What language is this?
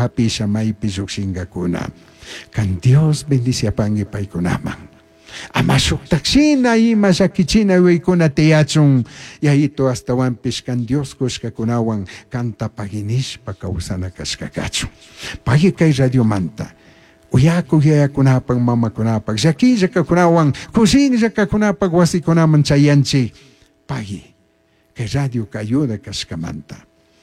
Chimborazo Highland Quichua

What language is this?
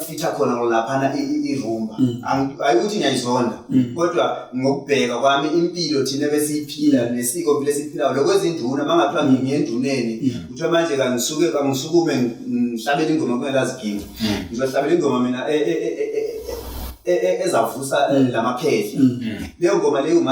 Zulu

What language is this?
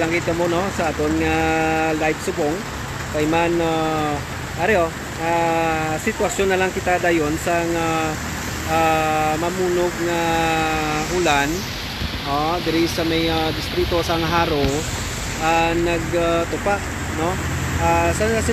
Hiligaynon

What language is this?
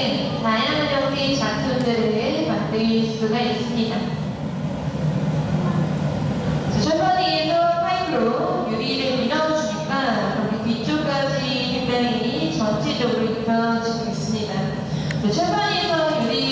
Korean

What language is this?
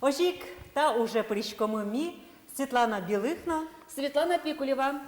Udmurt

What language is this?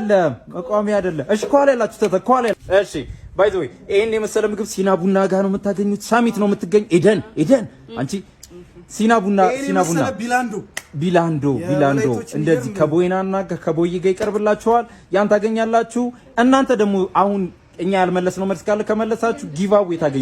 Amharic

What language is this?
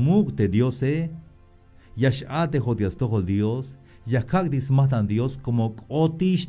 Tzeltal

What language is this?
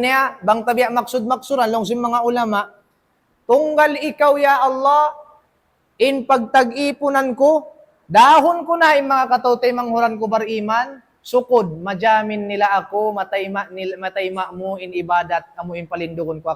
Tausug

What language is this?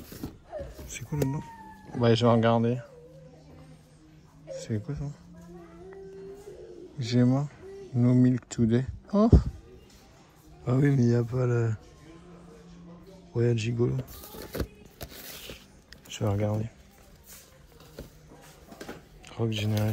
French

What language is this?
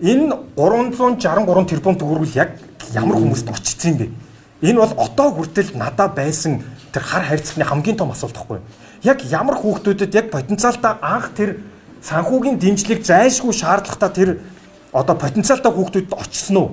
Mongolian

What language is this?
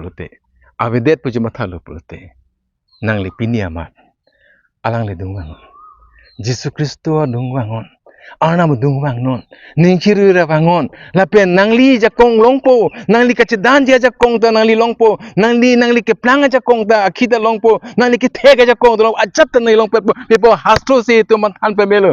Karbi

